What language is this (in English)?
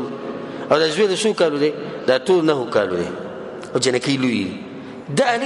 Pashto